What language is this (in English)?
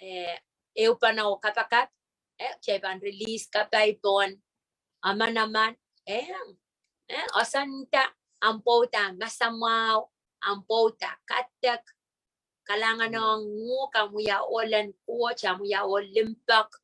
Pohnpeian